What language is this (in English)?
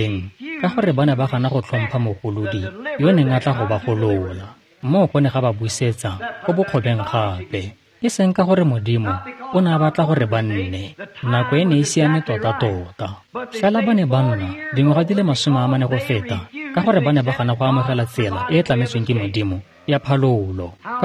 Tswana